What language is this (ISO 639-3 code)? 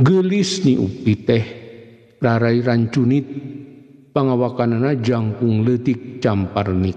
sun